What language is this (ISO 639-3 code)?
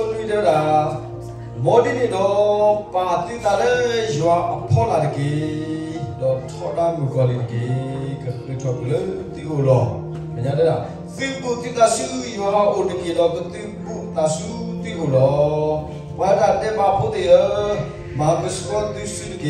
ksw